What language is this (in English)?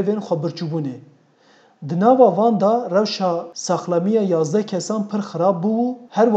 Kurdish